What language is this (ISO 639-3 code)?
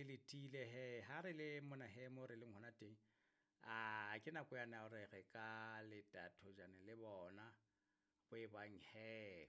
sot